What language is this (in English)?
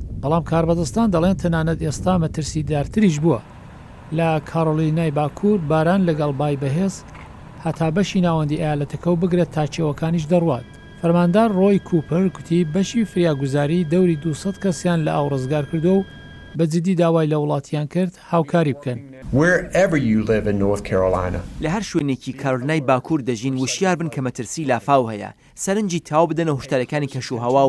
Central Kurdish